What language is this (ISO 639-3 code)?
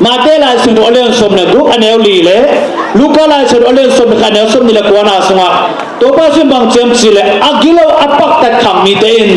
ctd